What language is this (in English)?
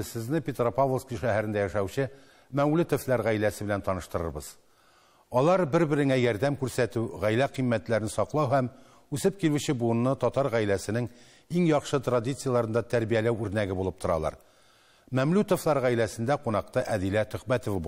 Tatar